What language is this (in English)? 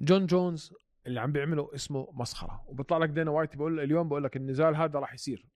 North Levantine Arabic